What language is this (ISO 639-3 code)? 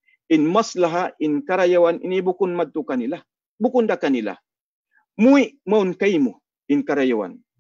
tsg